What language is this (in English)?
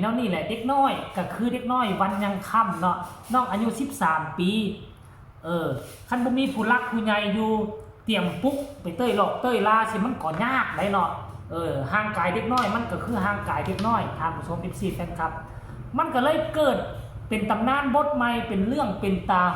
Northeastern Thai